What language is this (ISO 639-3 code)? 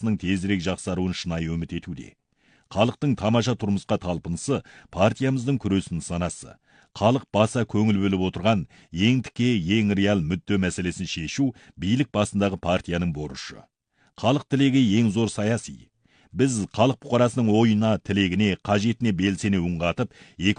kaz